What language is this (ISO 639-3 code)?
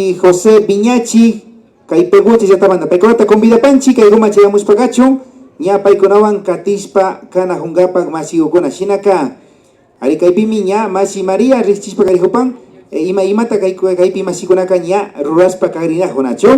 qvi